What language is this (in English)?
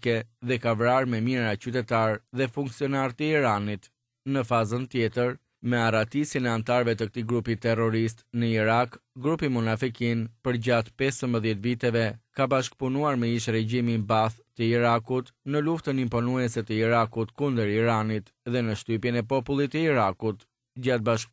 Albanian